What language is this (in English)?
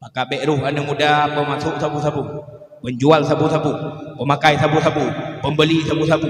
Achinese